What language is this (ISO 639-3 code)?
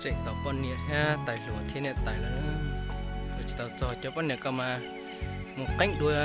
hmn